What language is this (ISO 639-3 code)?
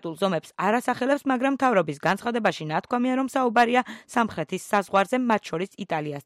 kat